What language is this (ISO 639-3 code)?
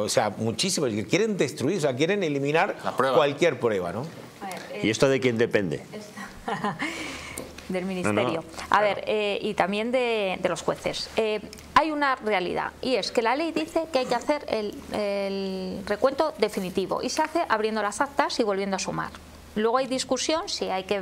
spa